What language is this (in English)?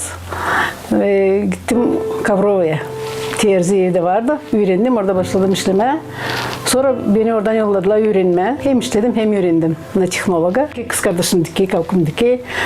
Gagauz